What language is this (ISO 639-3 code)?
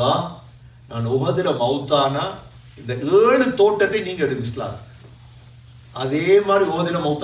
tam